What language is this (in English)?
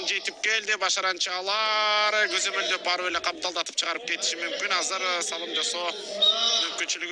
Kyrgyz